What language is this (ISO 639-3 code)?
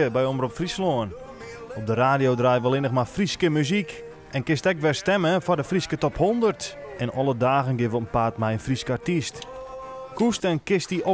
fry